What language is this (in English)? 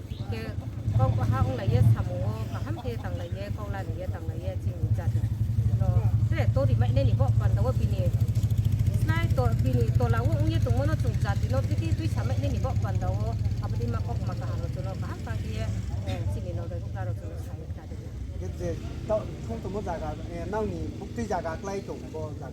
Riang (India)